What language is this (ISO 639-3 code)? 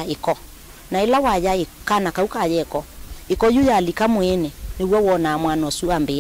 kam